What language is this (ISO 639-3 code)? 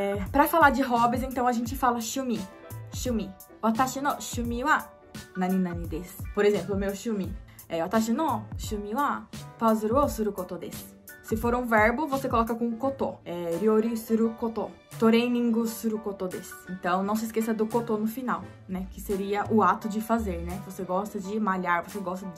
por